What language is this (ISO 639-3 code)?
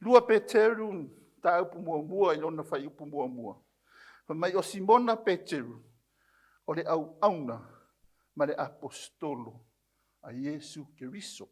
smo